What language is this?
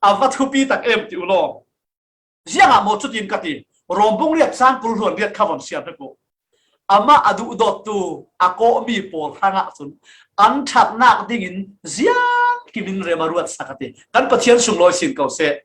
Falam Chin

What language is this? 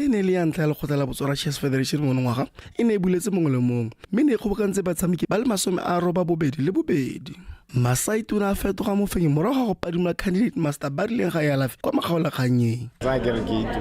Tswana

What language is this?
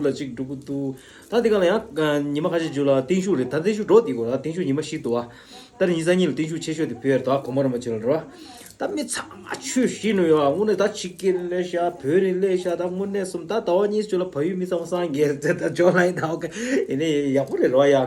Tibetan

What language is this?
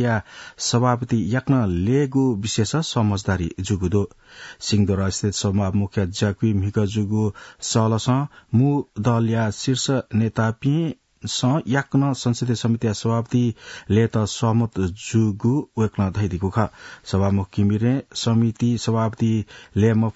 Newari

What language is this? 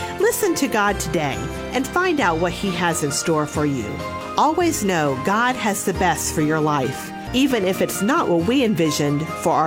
English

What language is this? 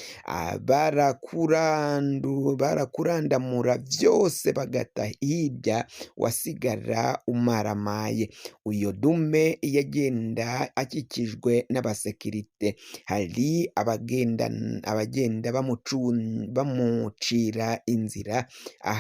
Rundi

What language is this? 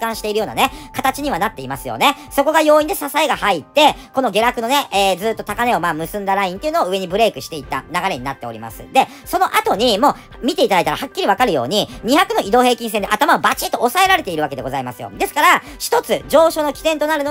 Japanese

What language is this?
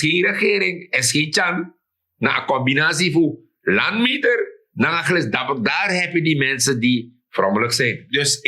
Sranan Tongo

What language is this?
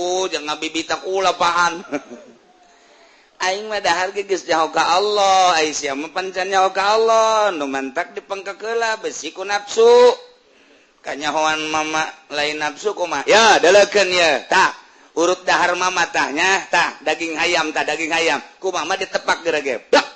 Sundanese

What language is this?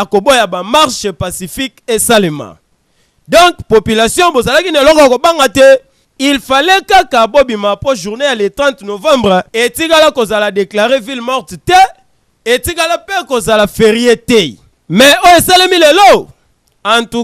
Lingala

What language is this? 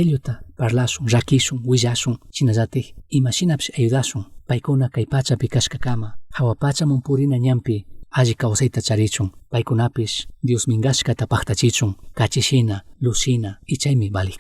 Chimborazo Highland Quichua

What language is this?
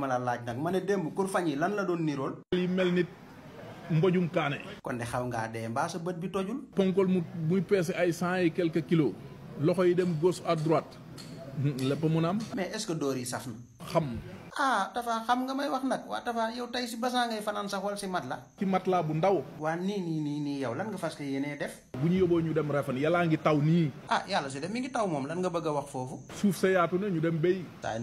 Wolof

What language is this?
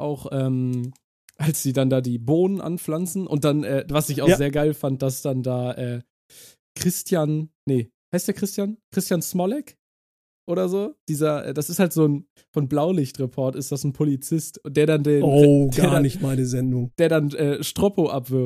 German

